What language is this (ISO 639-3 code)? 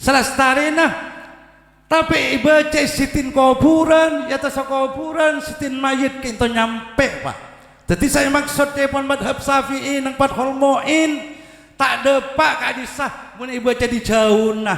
mad